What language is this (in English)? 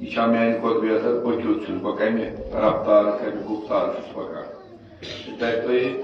Kashmiri